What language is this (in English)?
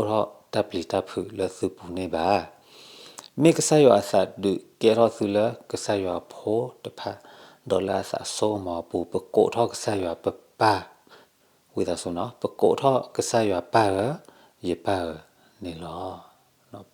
S'gaw Karen